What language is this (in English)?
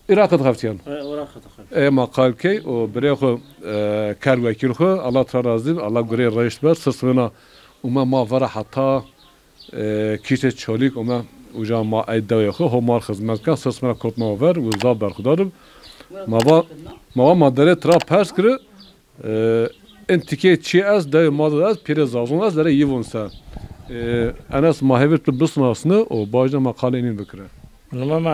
Zaza